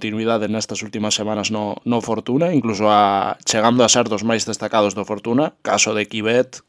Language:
Galician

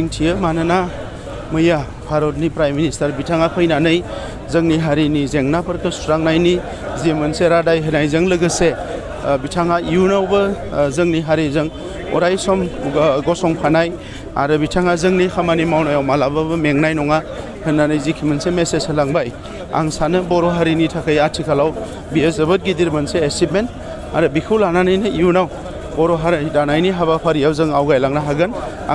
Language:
Bodo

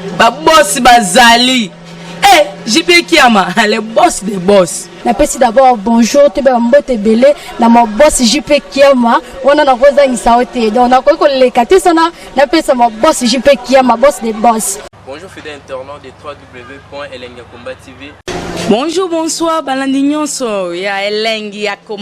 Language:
Lingala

